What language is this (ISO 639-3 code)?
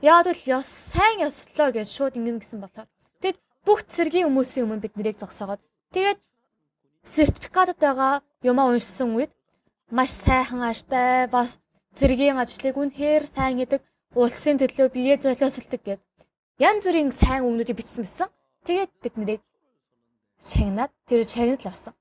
mon